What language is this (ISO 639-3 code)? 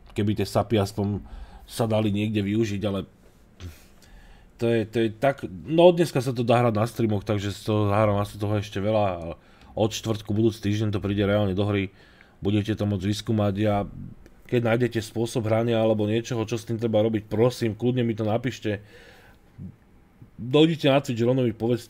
slk